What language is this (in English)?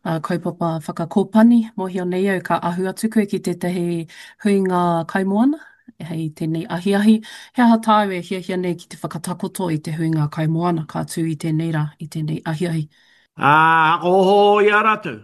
Māori